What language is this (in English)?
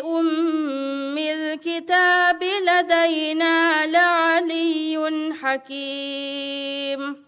Divehi